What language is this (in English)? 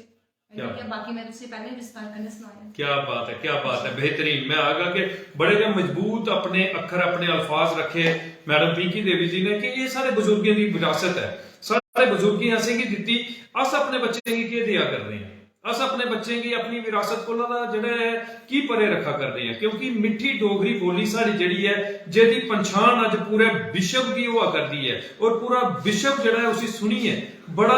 Dogri